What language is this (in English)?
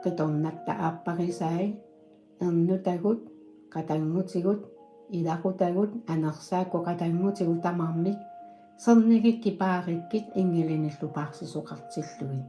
Kalaallisut